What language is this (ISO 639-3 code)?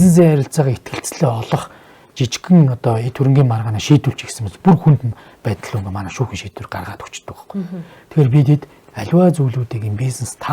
mon